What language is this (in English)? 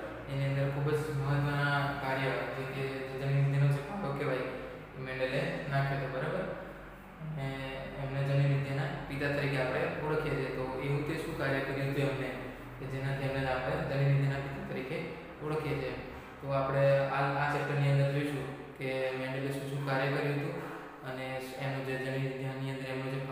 Gujarati